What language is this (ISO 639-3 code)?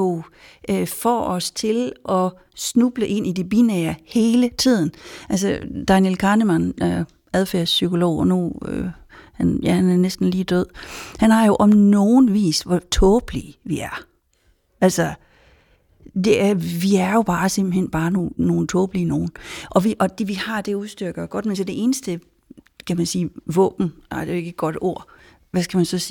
dan